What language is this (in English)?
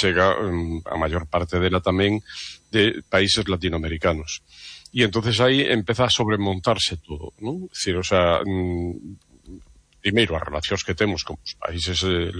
Galician